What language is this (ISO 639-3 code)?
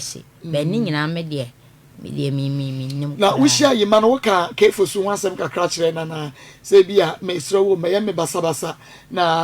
aka